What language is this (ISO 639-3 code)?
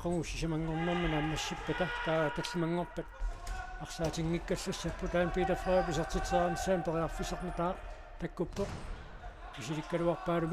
kal